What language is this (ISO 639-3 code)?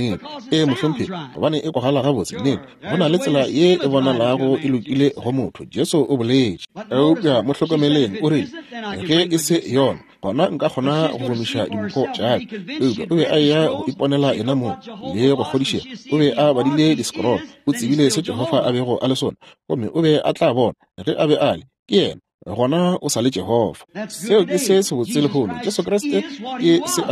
nso